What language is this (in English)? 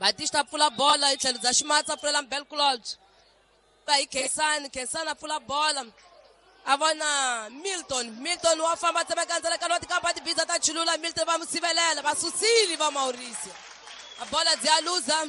Tsonga